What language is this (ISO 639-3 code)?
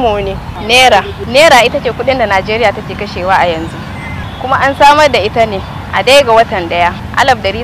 hau